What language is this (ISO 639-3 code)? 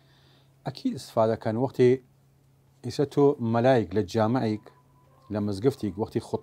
sdh